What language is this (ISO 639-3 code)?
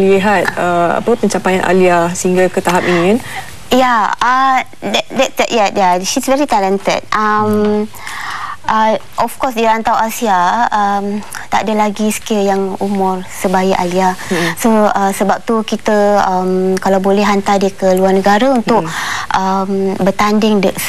msa